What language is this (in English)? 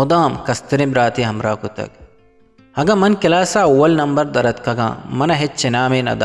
Eastern Balochi